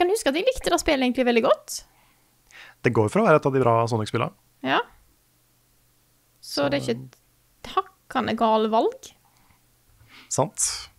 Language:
Norwegian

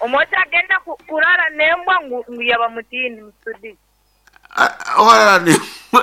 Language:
Nyoro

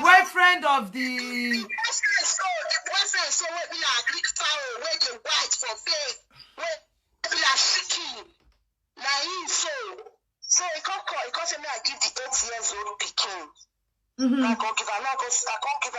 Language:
Nigerian Pidgin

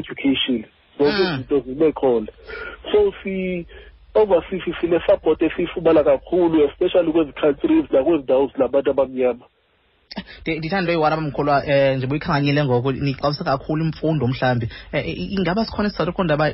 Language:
Xhosa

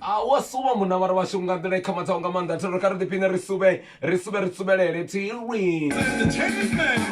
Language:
Venda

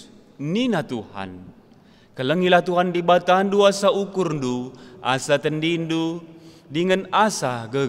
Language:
Batak Karo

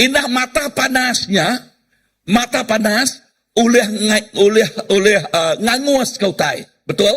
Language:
Iban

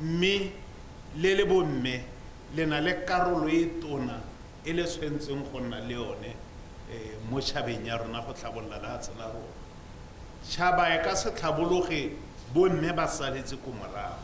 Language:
Tswana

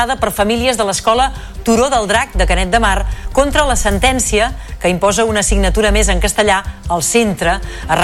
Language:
Catalan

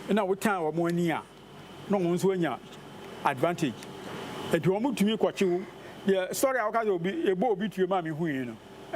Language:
Akan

